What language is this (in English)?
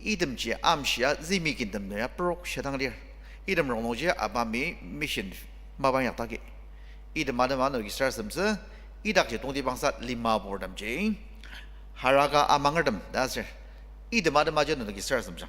Ao Naga